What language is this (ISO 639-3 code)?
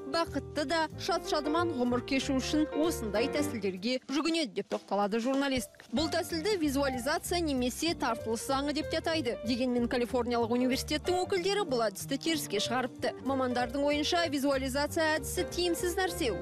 kaz